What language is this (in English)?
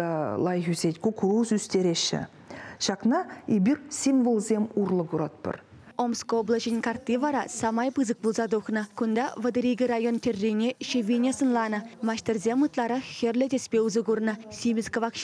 Chuvash